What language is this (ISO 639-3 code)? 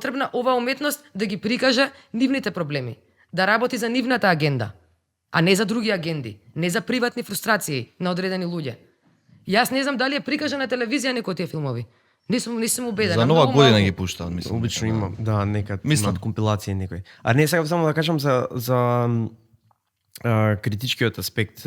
mkd